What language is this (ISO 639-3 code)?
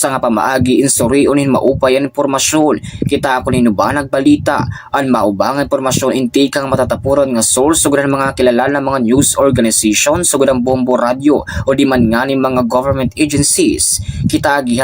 war